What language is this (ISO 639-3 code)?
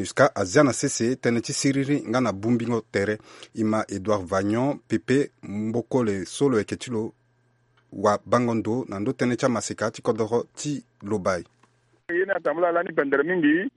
sag